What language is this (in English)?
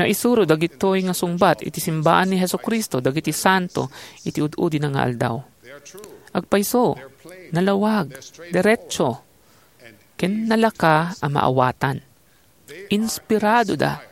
Iloko